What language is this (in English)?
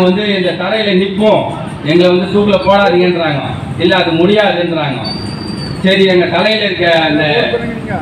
Tamil